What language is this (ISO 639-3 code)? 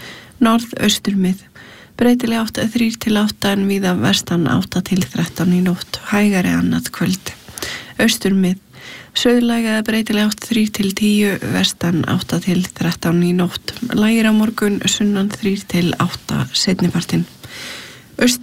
isl